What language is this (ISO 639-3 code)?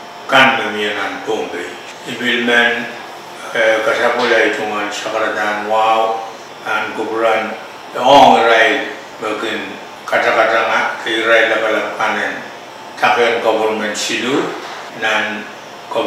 pon